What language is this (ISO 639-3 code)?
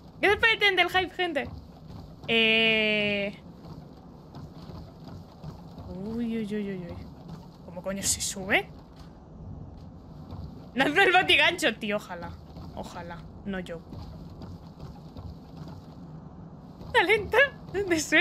spa